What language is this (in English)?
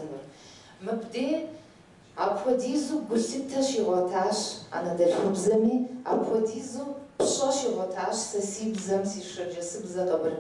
Kabardian